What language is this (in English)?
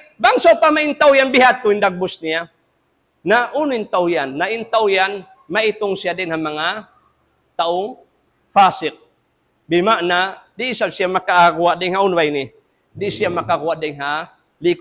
Tausug